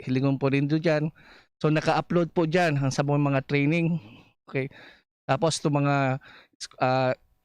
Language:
Bikol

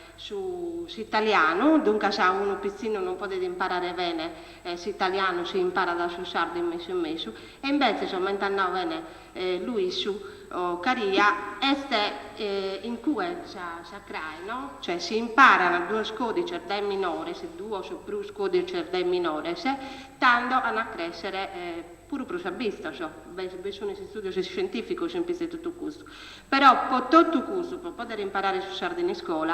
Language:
Sardinian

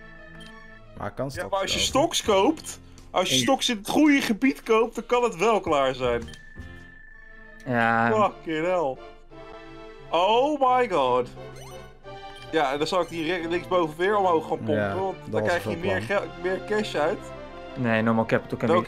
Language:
Dutch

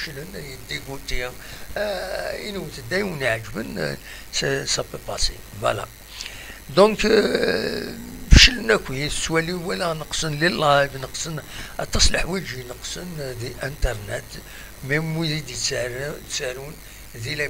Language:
Kabyle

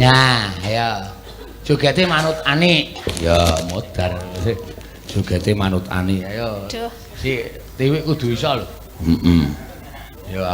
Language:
Javanese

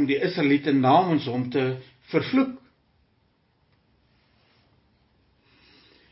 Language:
Afrikaans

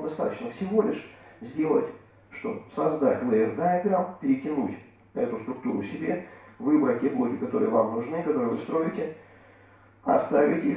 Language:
Russian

